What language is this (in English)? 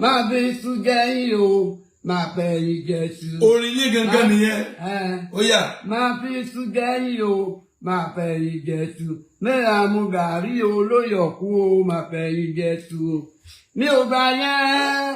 Yoruba